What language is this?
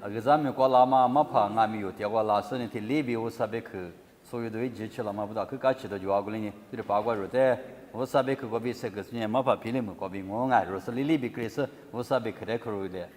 Lisu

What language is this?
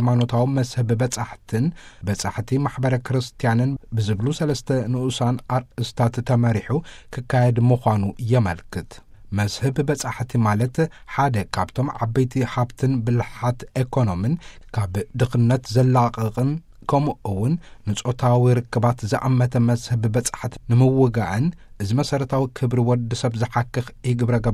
Tigrinya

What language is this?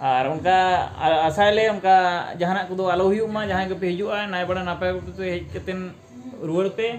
Santali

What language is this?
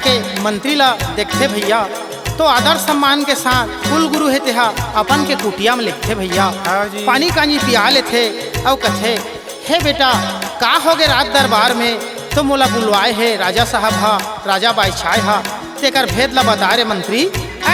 Chhattisgarhi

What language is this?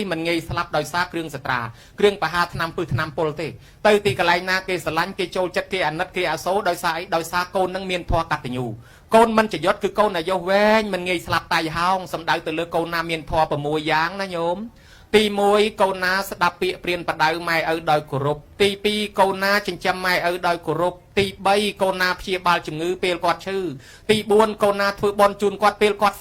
Khmer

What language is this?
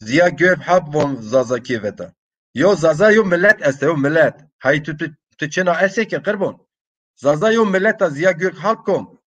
Zaza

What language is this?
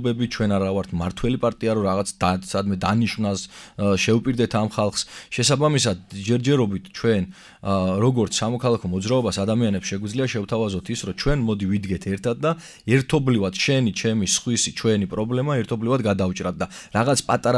Georgian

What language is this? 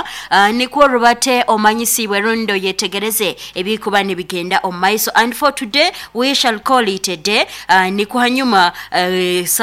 Nyoro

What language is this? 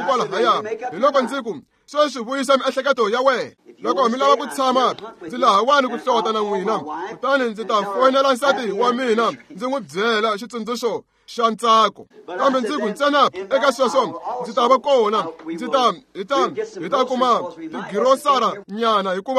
Tsonga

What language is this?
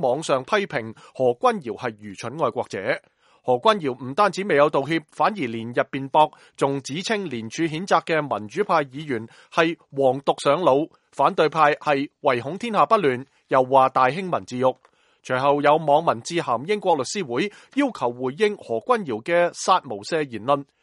Cantonese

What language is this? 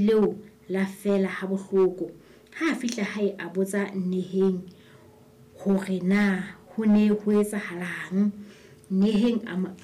Southern Sotho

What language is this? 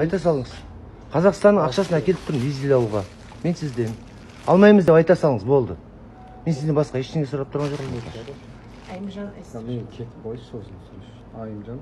Kazakh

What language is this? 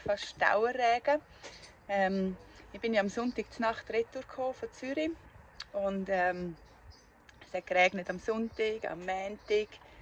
Swiss German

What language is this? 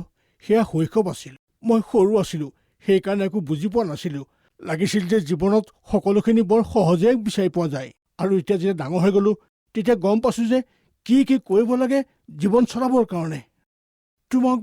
Assamese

